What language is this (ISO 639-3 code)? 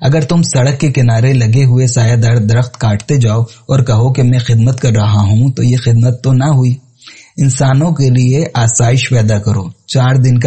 urd